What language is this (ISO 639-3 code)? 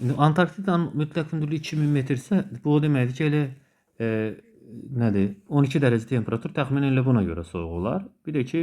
aze